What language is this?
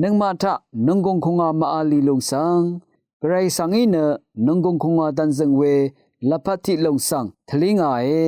Rawang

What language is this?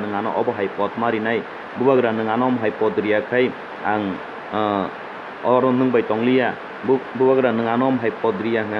Kok Borok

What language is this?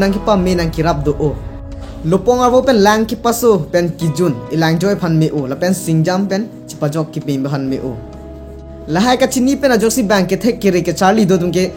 Karbi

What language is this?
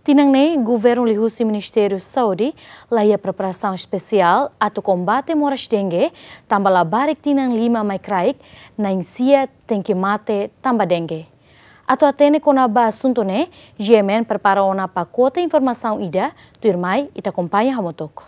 Tetum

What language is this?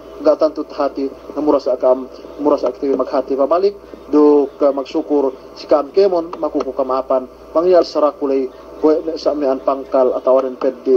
Yakan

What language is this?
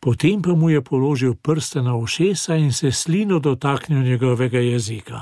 Slovenian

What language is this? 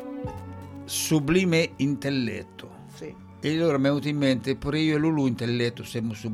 Italian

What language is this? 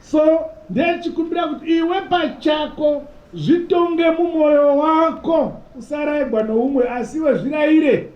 Shona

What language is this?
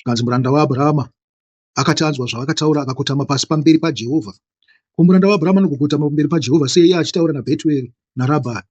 Shona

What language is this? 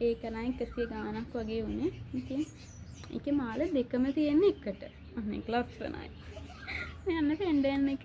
Sinhala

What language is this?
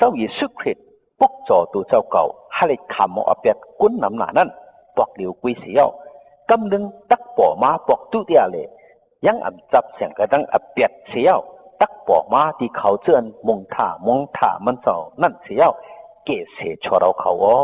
Shan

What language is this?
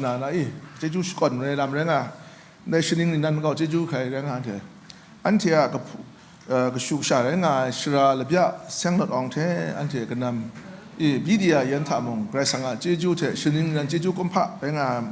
Kachin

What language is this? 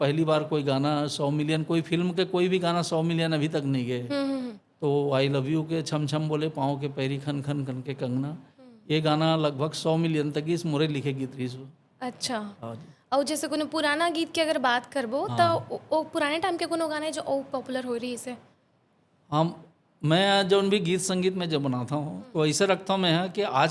Chhattisgarhi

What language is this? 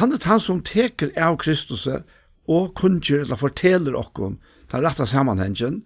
Faroese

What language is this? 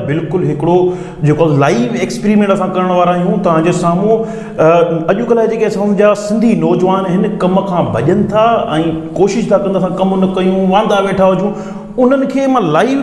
Sindhi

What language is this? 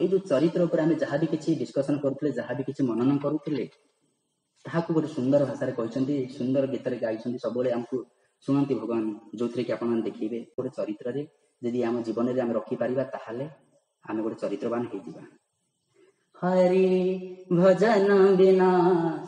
Odia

